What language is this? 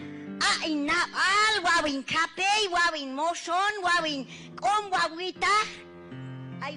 Q'anjob'al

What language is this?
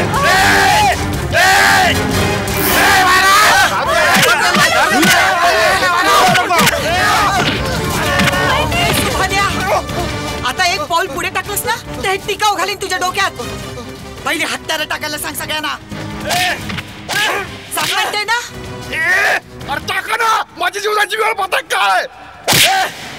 Marathi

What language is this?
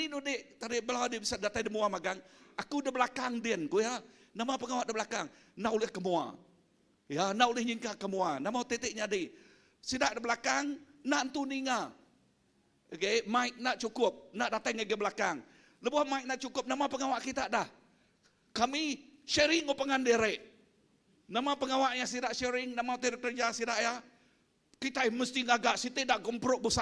Iban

